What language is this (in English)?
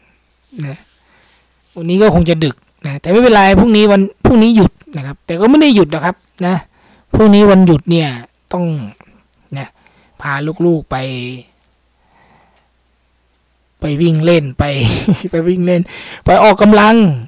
Thai